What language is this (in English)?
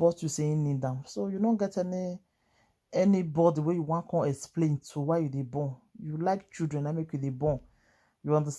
Nigerian Pidgin